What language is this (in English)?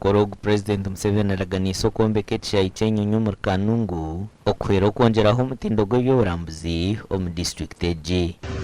Nyankole